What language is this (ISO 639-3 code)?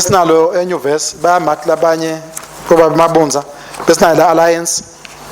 ssw